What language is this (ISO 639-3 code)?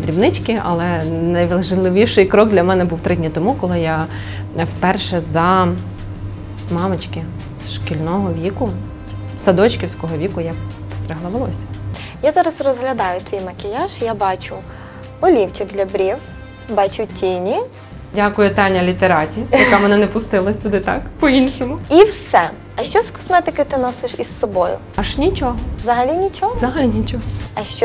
ukr